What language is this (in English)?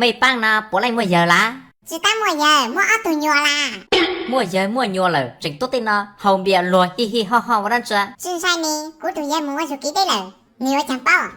Hmong